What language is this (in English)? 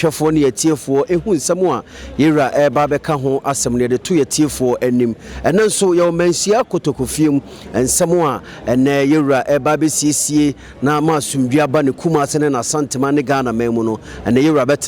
Akan